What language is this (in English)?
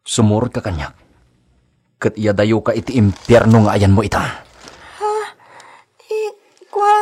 Iloko